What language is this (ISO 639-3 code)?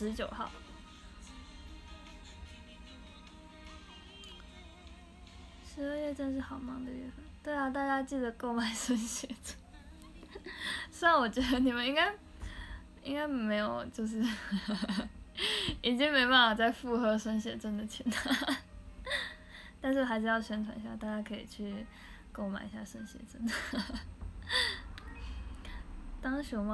zho